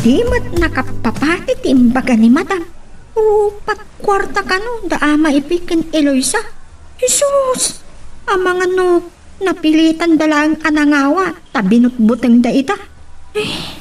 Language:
Iloko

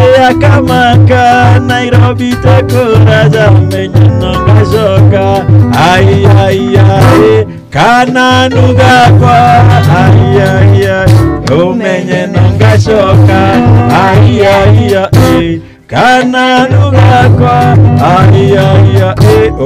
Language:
Meru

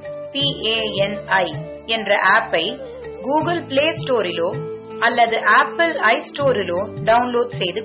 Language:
Tamil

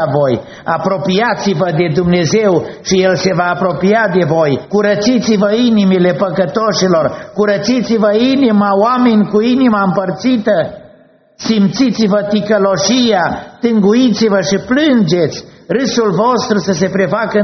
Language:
Romanian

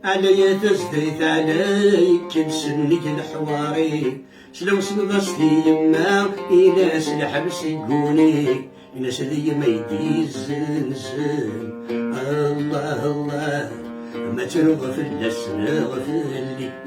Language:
Kabyle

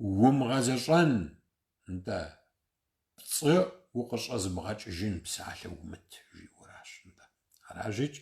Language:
Kabardian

